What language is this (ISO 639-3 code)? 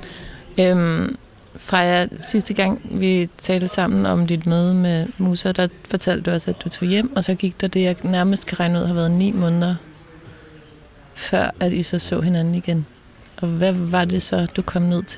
dan